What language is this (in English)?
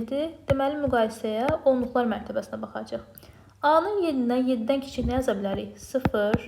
Azerbaijani